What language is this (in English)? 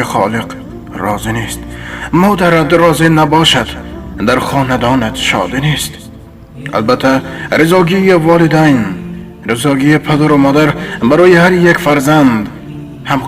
Tajik